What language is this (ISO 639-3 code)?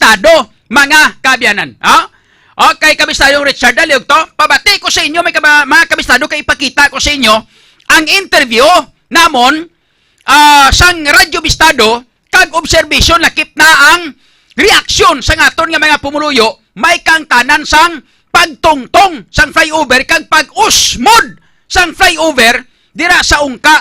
hil